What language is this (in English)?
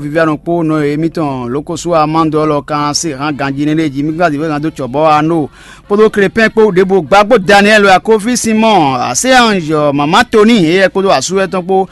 Fon